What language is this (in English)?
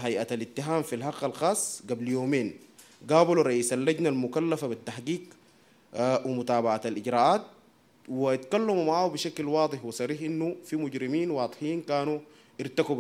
Sudanese Arabic